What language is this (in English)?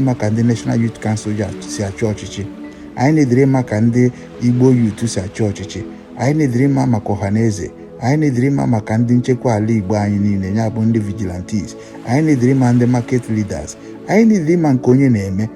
Igbo